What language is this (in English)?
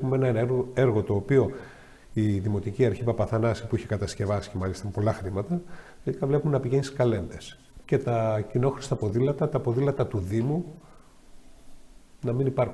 Greek